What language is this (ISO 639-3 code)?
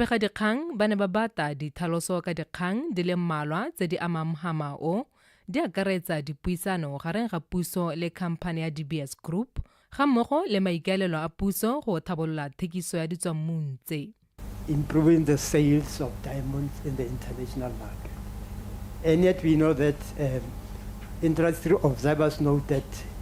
tsn